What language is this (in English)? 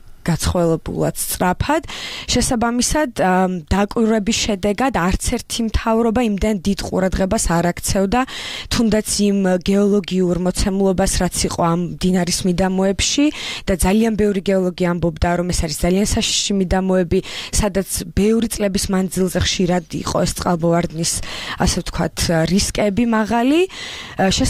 Georgian